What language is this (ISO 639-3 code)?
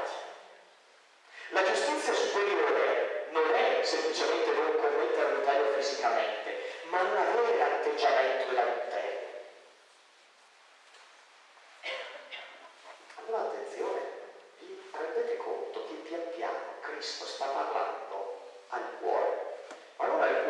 ita